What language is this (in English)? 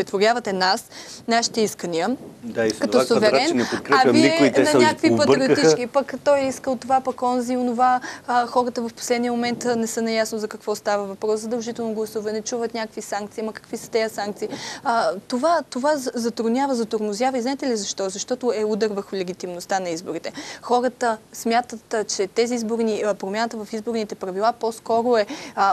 Bulgarian